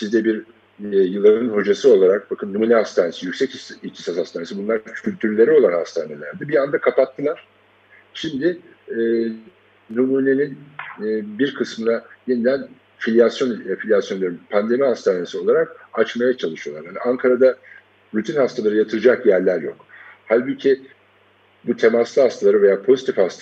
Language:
Turkish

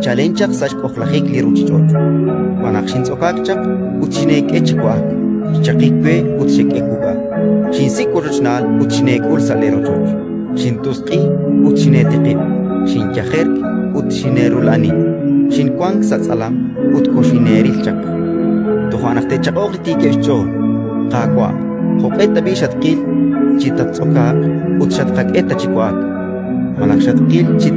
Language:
Kekchí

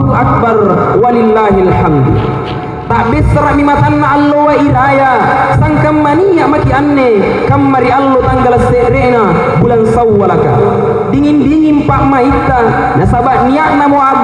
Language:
Makasar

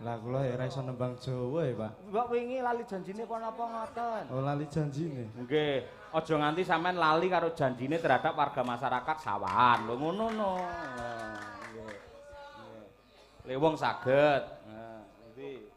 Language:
Javanese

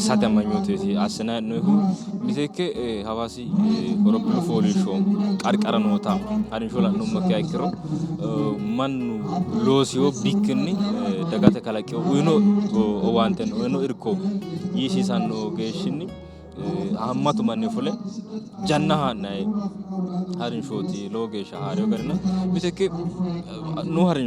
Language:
Sidamo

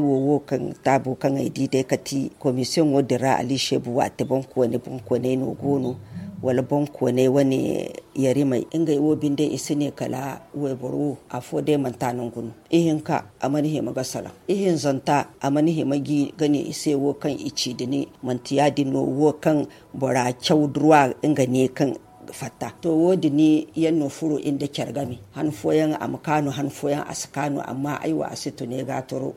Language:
Zarma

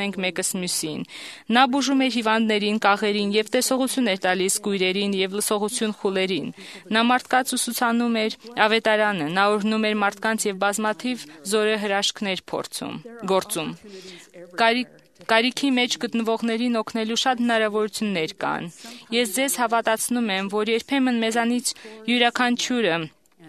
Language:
Armenian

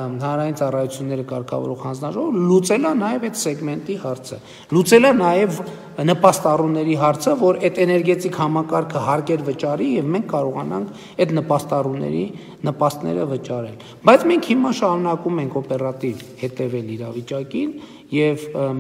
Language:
Armenian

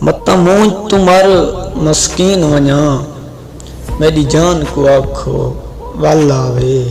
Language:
Saraiki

